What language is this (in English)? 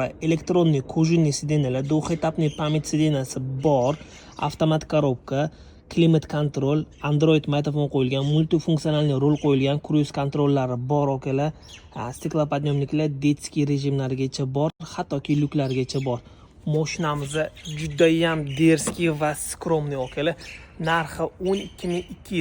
Uzbek